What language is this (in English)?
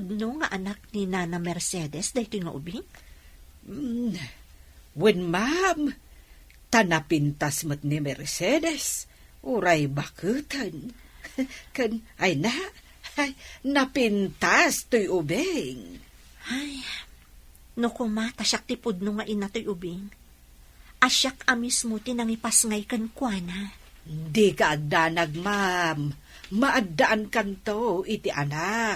Iloko